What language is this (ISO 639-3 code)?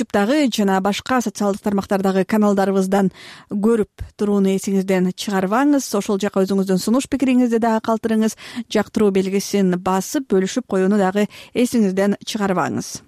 kir